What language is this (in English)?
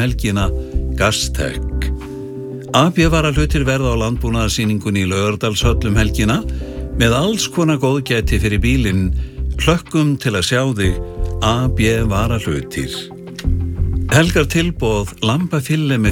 Icelandic